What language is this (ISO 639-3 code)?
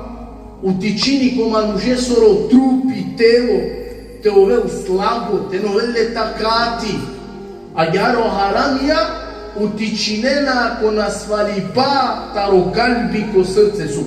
rmn